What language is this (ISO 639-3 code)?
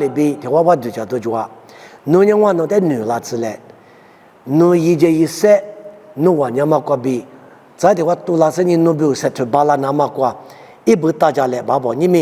lis